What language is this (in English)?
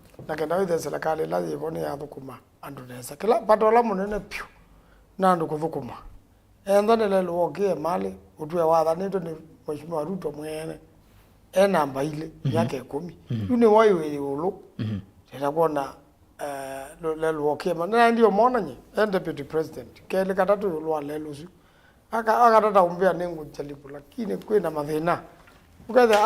Kamba